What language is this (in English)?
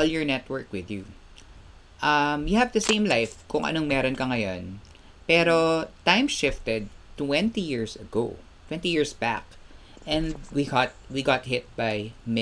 Filipino